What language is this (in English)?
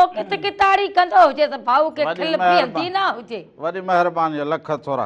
Sindhi